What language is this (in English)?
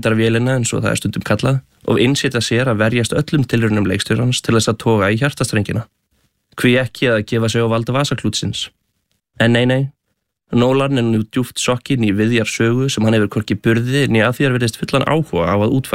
Icelandic